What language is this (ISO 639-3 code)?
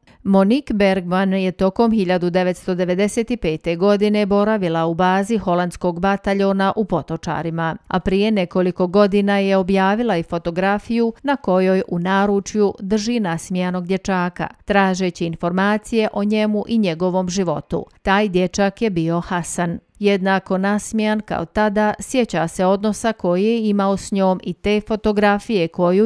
bos